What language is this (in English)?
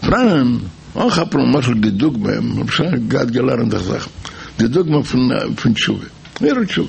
Yiddish